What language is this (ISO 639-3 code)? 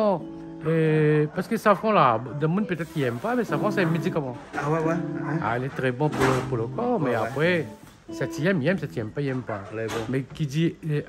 rcf